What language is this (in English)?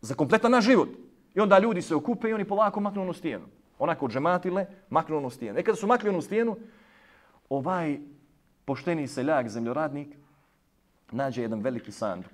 Bosnian